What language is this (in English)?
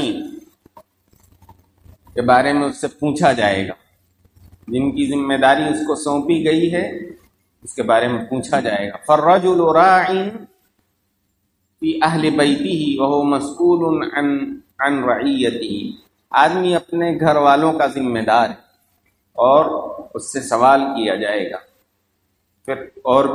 Urdu